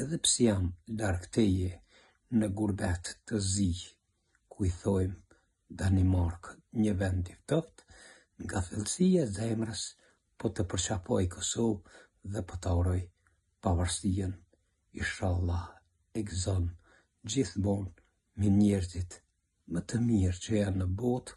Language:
Albanian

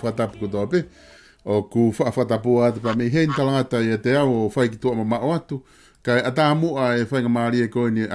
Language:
Tongan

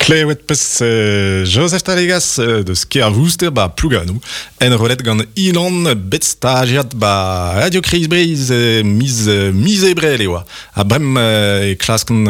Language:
Breton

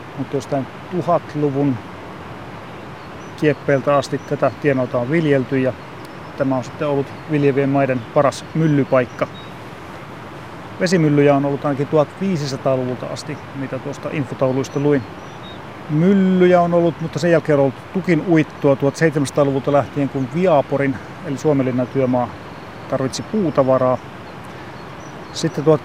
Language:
Finnish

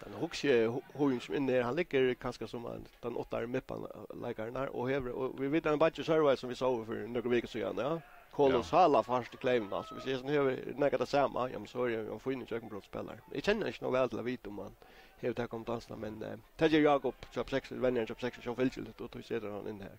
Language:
Faroese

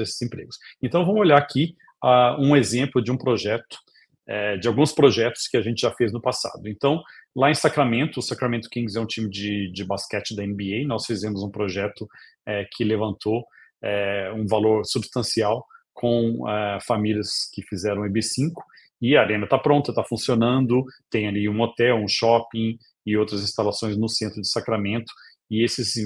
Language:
Portuguese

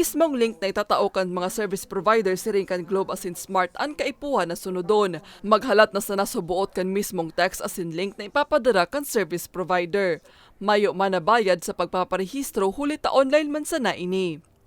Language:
Bikol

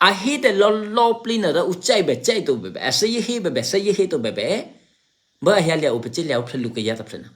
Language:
Eastern Kayah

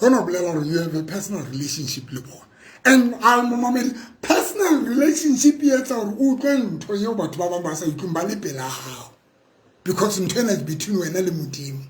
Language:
Southern Sotho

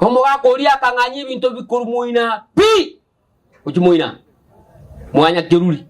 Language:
Gusii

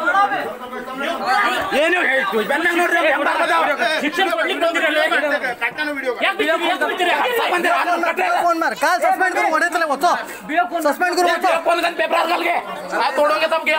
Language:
Kannada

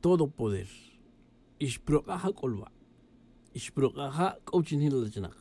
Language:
Tz'utujil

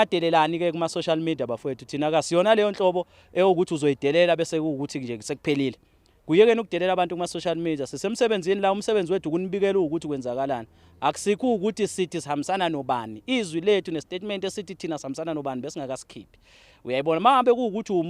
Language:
Zulu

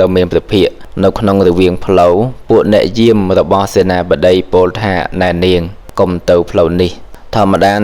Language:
Khmer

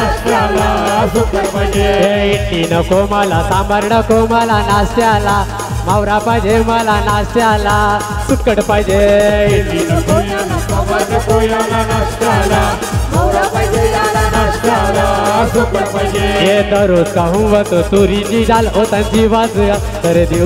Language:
Marathi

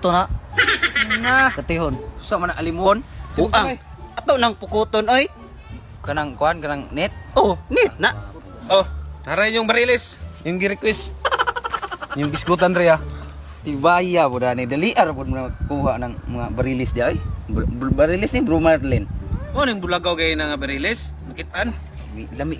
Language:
Cebuano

